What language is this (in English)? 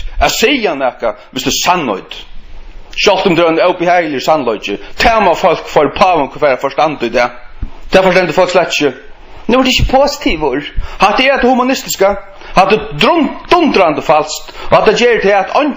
Faroese